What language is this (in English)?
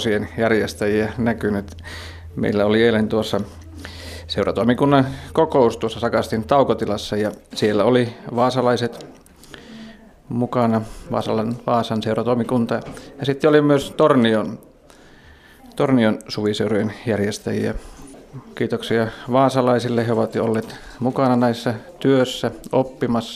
Finnish